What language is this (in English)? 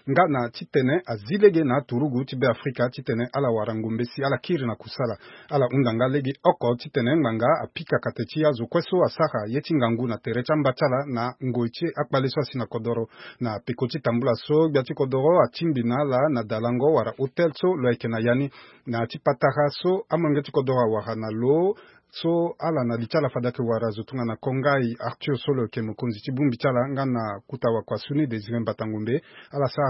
Sango